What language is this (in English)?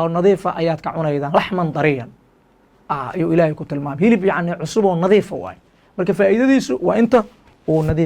Somali